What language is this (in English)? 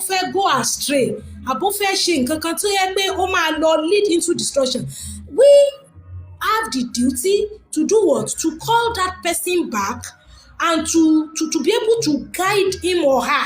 Yoruba